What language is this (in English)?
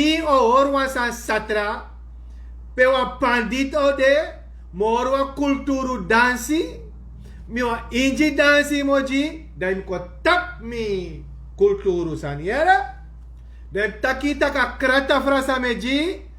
Sranan Tongo